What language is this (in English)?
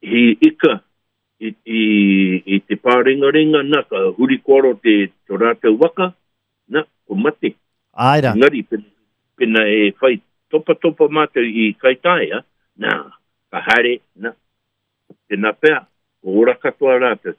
Māori